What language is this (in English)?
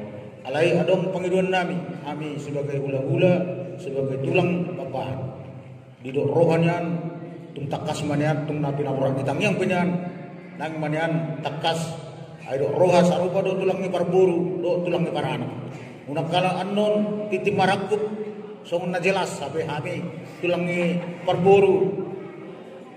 Batak Toba